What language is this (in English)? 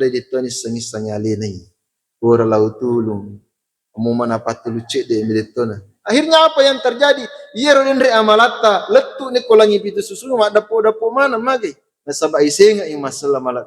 Buginese